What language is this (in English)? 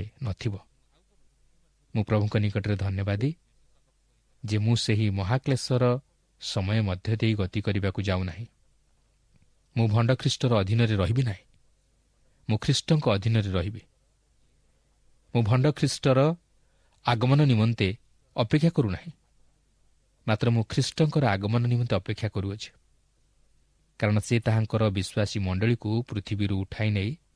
Odia